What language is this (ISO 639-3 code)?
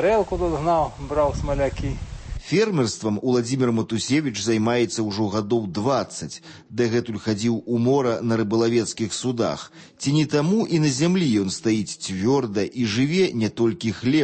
bel